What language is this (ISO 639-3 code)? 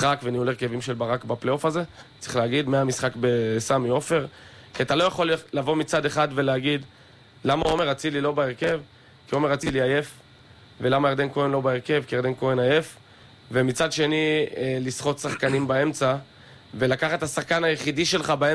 heb